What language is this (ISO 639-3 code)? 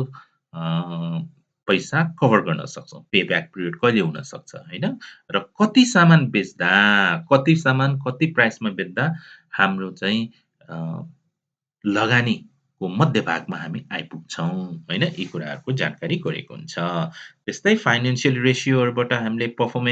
nep